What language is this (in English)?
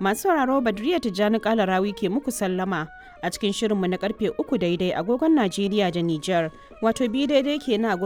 Hausa